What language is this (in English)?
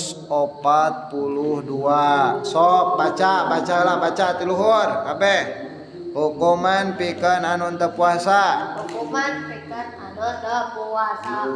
Sundanese